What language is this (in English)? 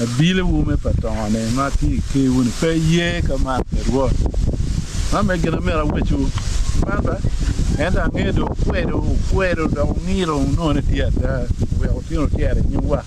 Acoli